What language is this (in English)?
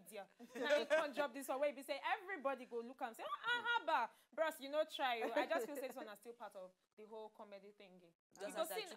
Nigerian Pidgin